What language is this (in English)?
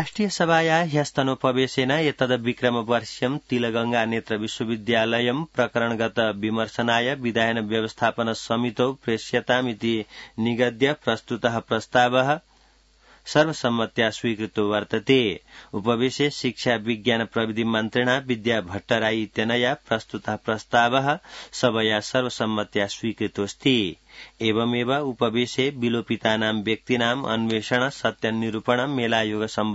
Sanskrit